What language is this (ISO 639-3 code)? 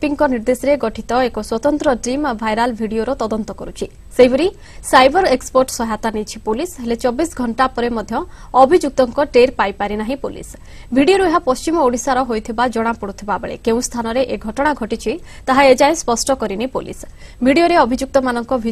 ori